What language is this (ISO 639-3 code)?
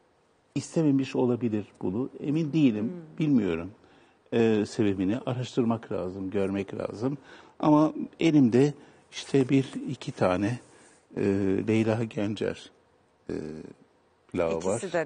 tur